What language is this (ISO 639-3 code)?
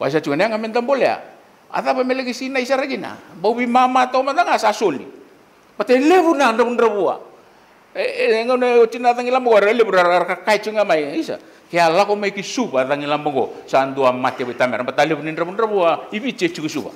fij